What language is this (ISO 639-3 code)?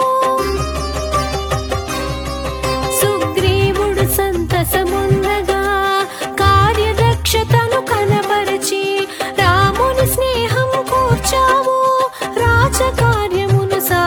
tel